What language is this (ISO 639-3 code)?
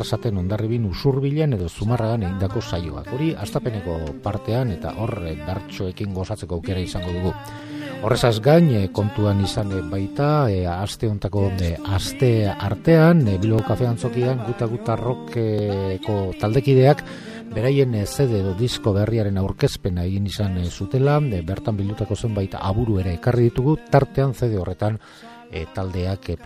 eus